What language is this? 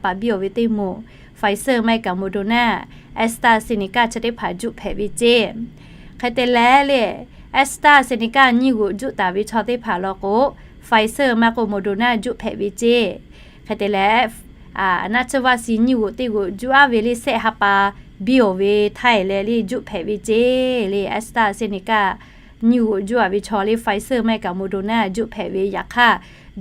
Lahu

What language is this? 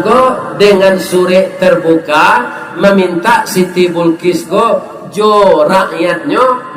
Minangkabau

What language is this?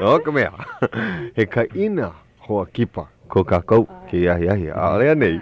Hawaiian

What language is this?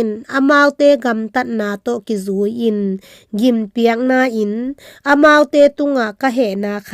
Tedim Chin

